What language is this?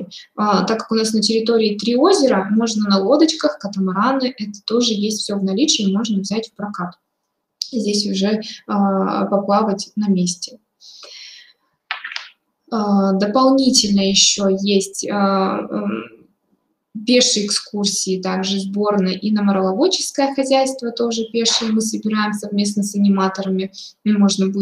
Russian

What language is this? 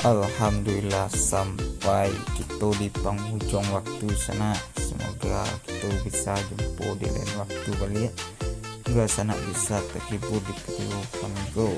Minangkabau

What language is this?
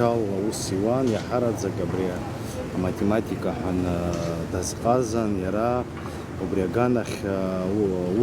Abkhazian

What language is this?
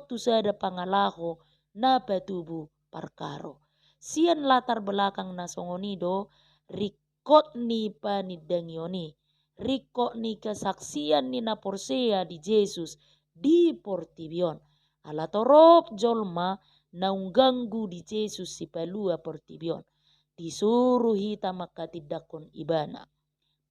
Batak Toba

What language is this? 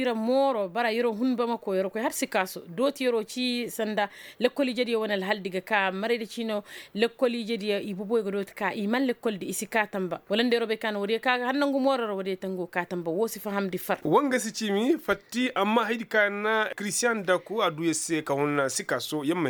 Koyraboro Senni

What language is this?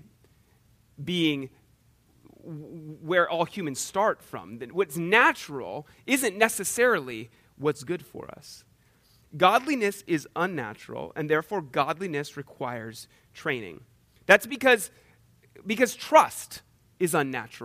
English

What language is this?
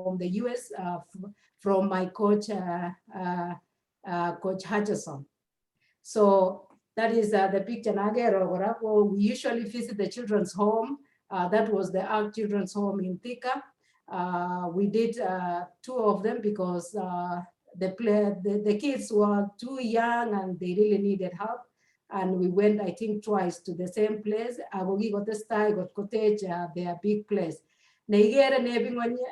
Kalenjin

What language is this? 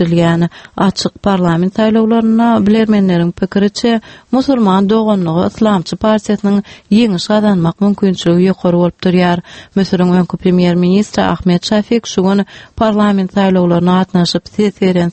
Turkmen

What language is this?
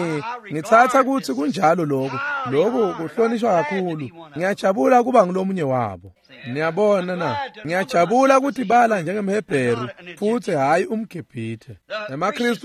Swati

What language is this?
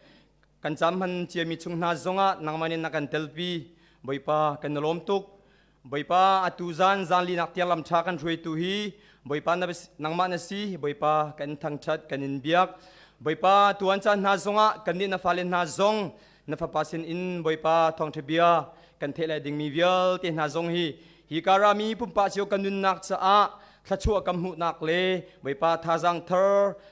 Hakha Chin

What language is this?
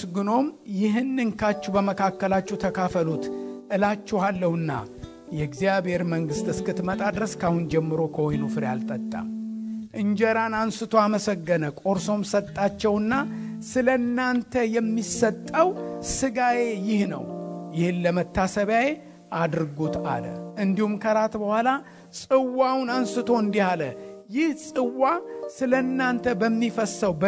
Amharic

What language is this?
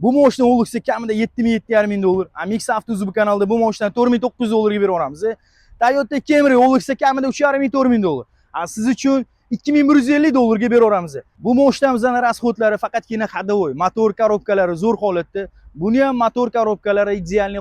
Uzbek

